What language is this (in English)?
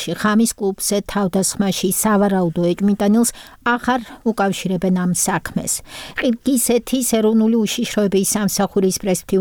Georgian